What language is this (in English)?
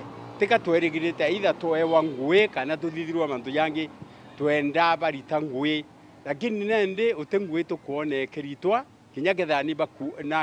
Meru